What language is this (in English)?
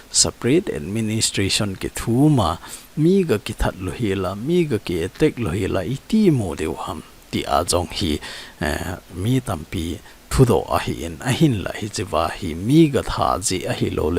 Thado Chin